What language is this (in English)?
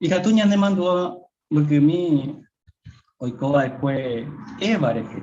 Guarani